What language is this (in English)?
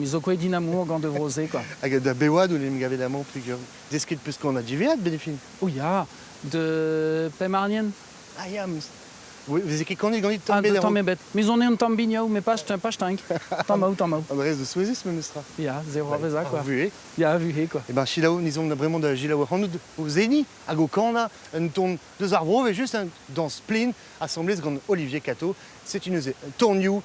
Breton